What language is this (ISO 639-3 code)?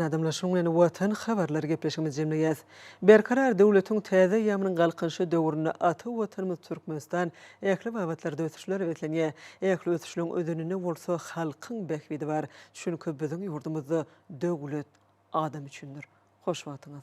tuk